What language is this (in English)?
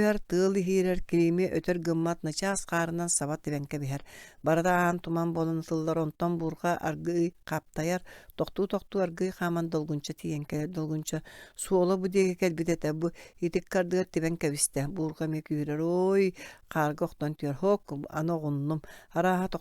Yakut